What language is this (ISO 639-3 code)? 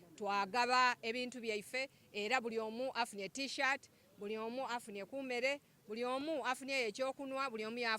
xog